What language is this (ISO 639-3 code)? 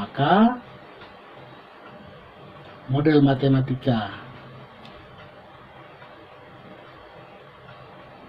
ind